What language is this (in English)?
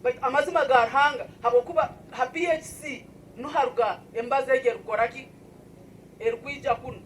Nyankole